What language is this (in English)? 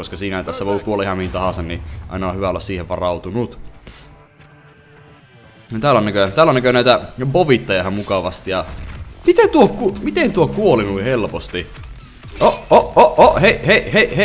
Finnish